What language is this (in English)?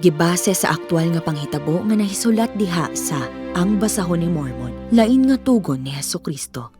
Cebuano